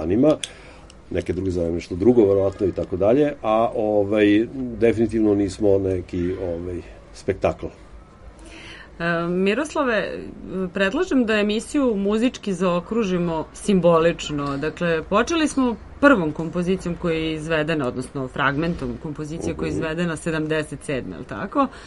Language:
Serbian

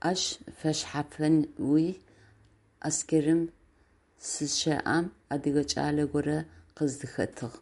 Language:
Adyghe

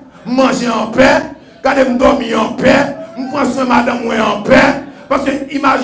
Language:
Haitian Creole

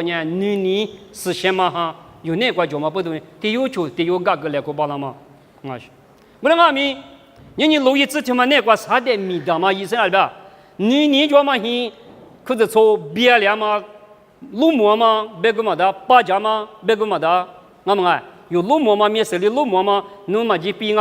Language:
Lisu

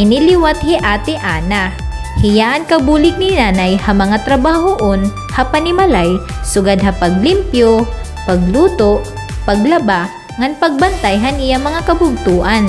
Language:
Waray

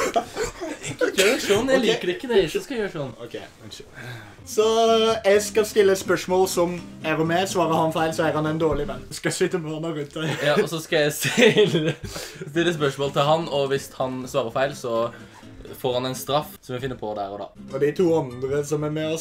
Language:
Norwegian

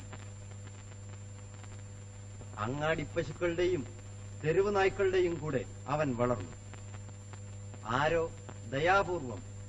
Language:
Malayalam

